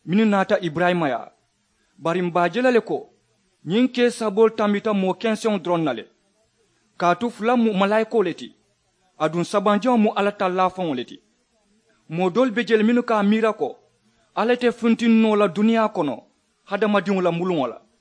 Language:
Mandingo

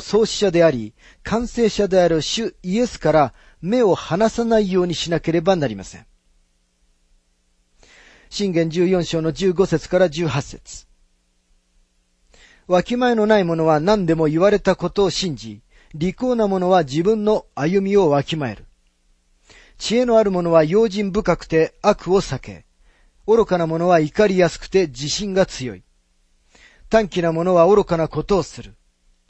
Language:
Japanese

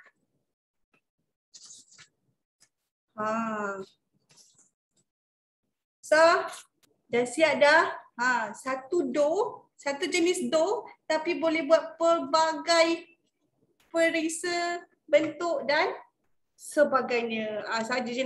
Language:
Malay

